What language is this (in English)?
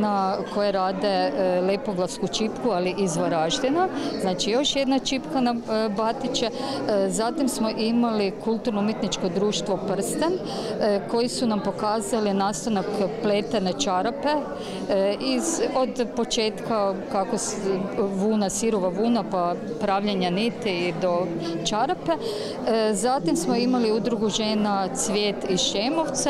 Croatian